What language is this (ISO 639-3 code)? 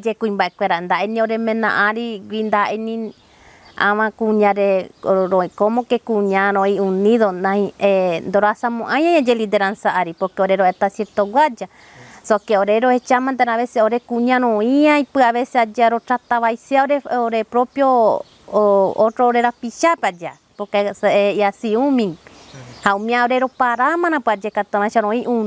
grn